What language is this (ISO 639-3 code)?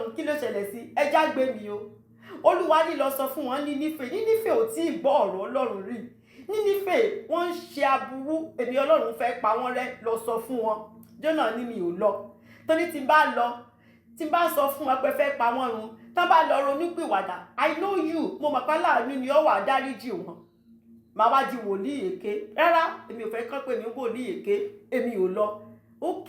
yor